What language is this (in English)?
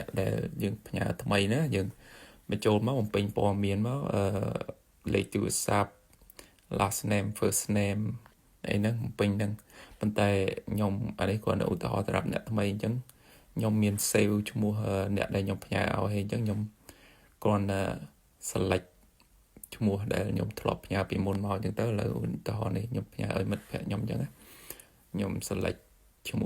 Khmer